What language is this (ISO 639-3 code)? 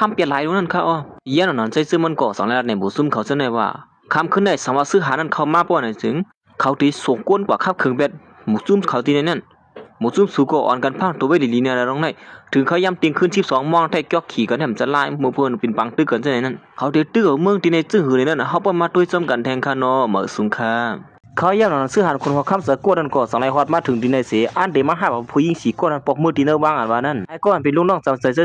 shn